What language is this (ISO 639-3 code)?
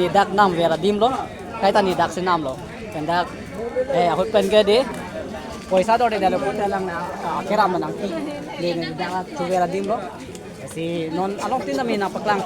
mjw